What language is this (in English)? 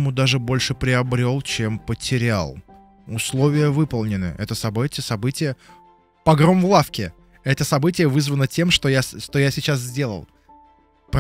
Russian